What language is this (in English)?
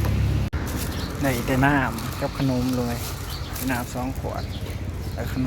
Lao